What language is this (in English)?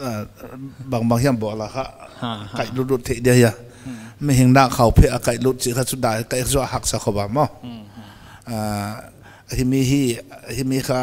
Paite Chin